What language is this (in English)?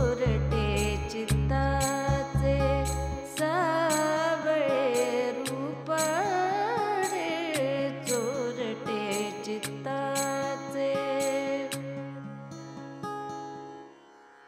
Marathi